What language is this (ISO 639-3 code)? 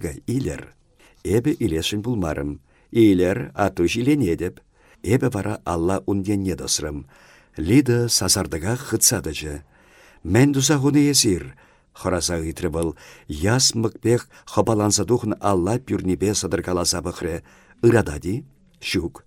chv